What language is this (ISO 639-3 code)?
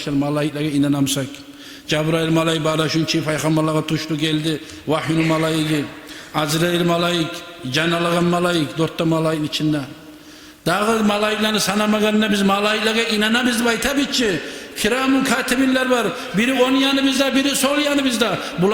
kum